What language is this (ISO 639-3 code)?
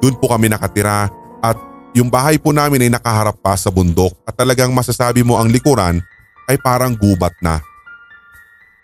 fil